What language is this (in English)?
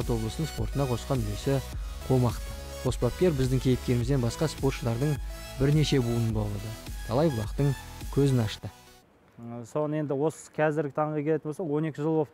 Kazakh